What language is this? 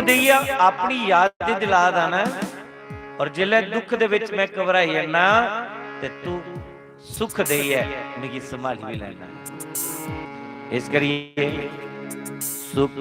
Dogri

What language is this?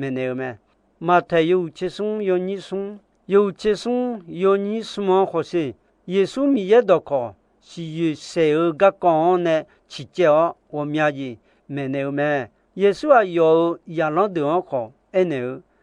Akha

